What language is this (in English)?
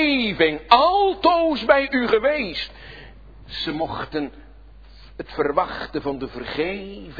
Dutch